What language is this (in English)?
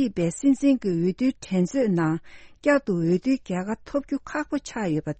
Tibetan